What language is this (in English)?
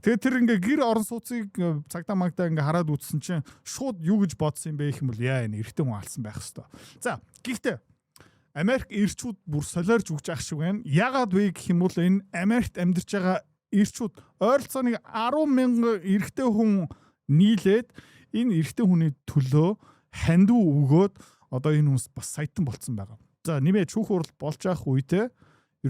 Mongolian